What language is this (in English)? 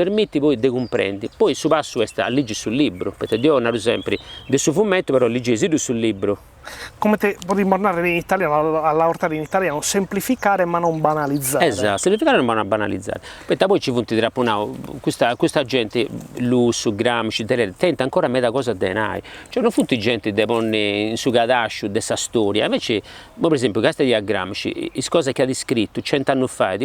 Sardinian